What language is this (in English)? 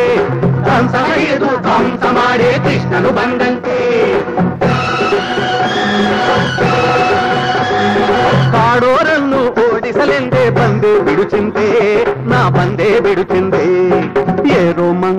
Kannada